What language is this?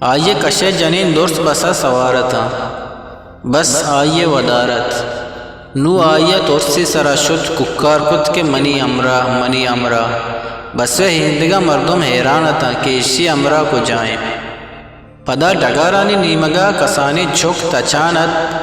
Eastern Balochi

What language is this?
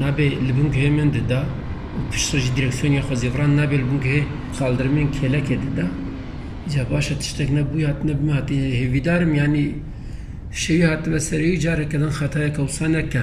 Kurdish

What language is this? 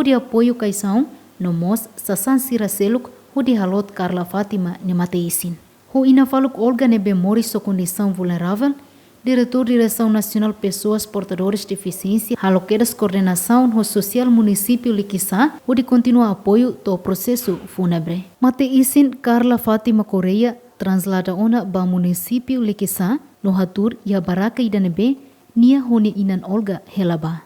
Tetum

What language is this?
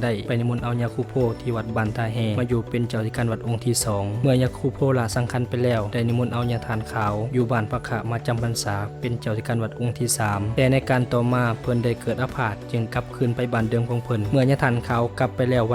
Lao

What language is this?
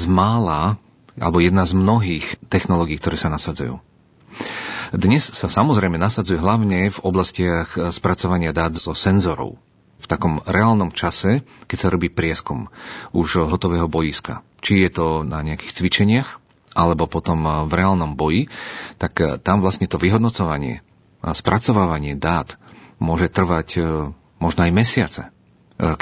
Slovak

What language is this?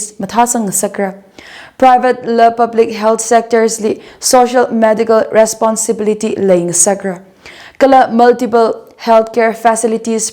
Tangkhul Naga (India)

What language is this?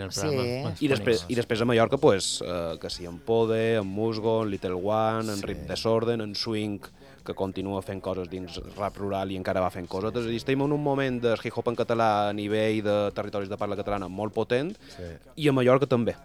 Catalan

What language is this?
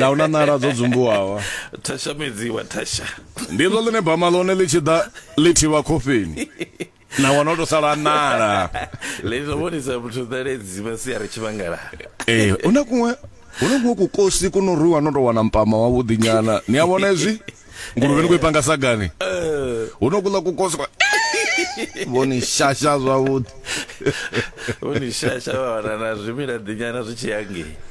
Venda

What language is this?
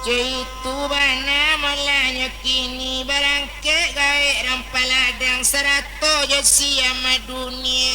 Minangkabau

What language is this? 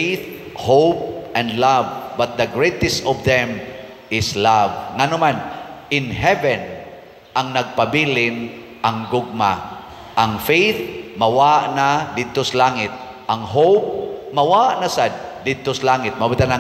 Cebuano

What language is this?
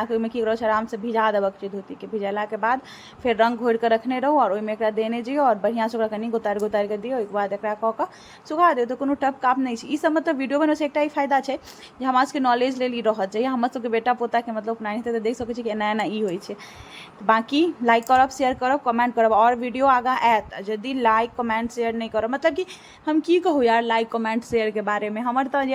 Maithili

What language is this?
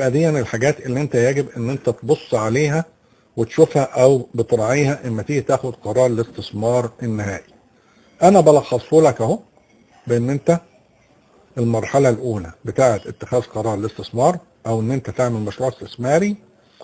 Egyptian Arabic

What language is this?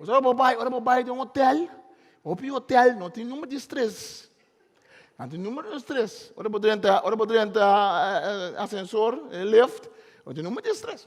Papiamento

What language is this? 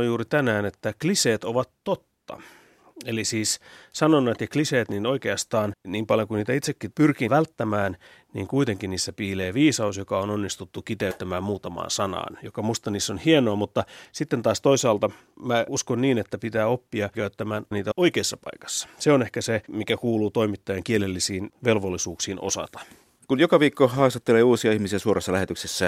Finnish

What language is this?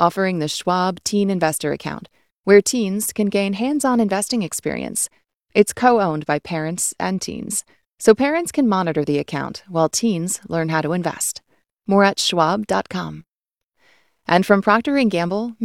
English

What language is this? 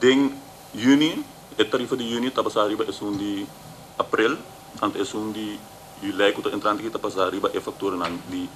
Papiamento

